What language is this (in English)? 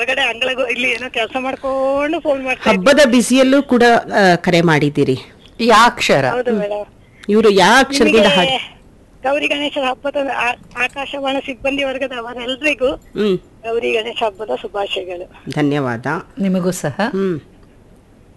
Kannada